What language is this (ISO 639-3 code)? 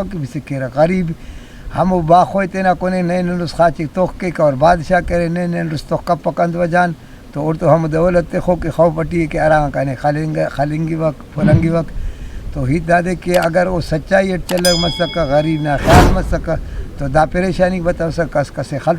brh